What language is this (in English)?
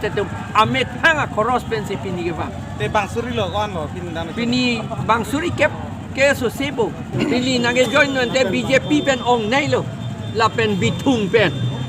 Karbi